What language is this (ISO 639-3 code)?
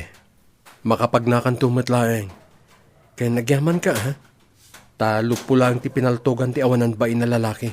ilo